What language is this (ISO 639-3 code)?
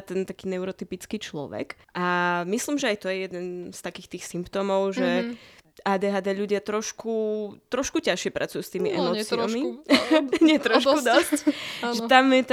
slk